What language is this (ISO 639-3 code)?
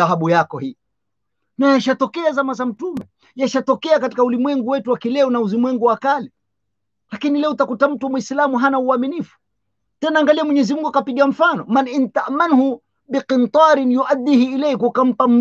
swa